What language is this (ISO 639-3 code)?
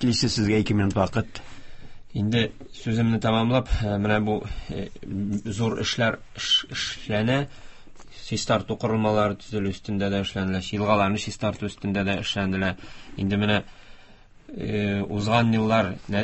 tat